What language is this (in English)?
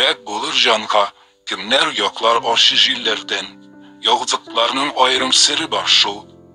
Tatar